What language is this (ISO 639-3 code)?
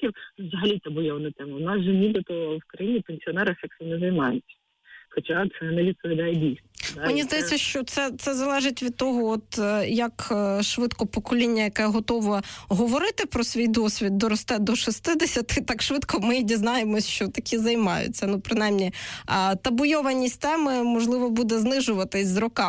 ukr